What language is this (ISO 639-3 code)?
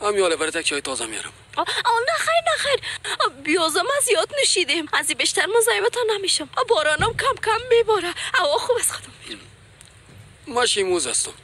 tgk